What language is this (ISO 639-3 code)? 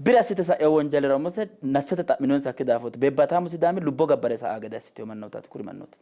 sid